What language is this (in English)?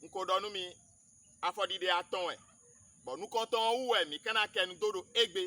Fon